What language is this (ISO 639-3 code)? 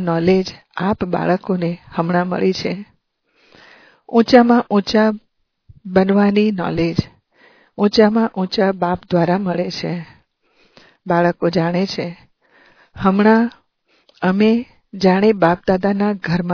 guj